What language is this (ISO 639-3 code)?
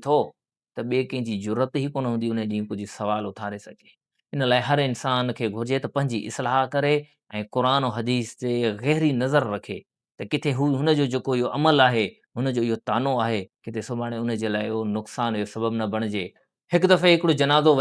snd